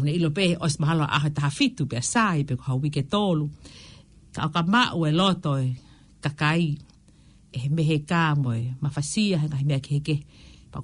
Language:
Tongan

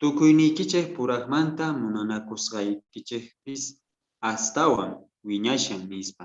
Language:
South Bolivian Quechua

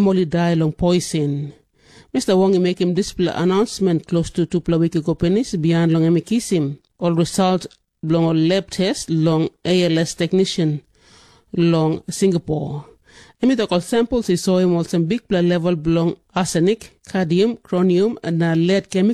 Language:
Tok Pisin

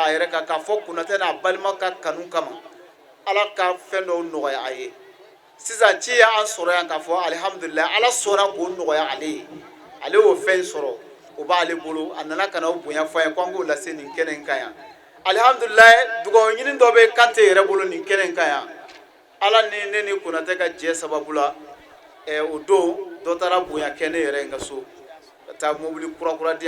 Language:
Bambara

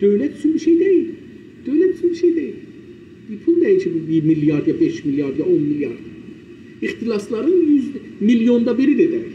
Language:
South Azerbaijani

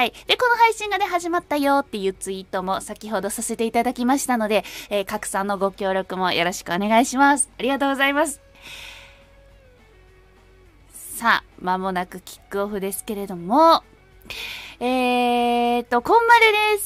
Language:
Japanese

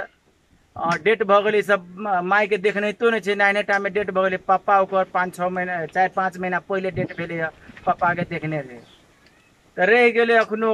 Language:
Maithili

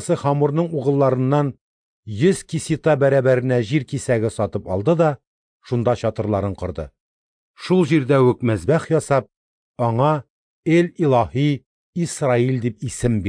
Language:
Tatar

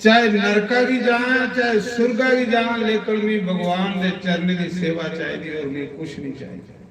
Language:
Dogri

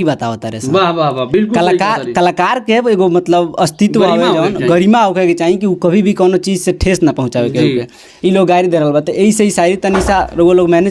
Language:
Bhojpuri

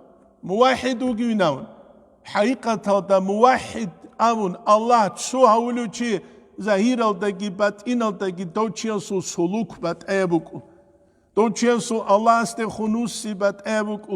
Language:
Avaric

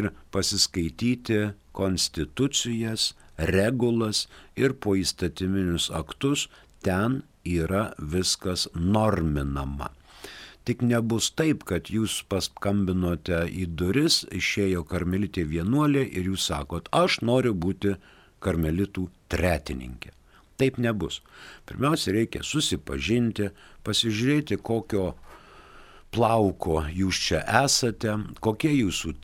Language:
Lithuanian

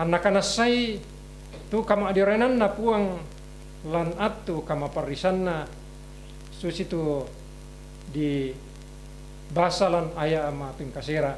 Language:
Toraja-Sa'dan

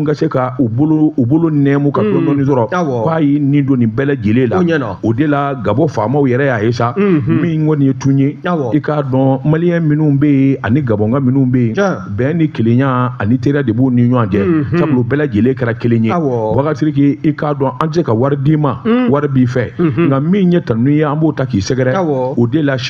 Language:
Bambara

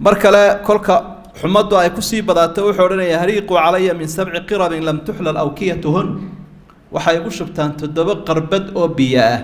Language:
Somali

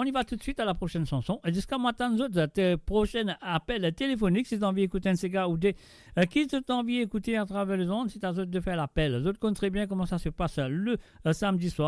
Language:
Morisyen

